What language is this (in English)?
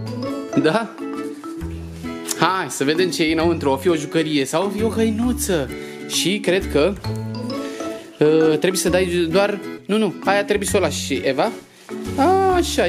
Romanian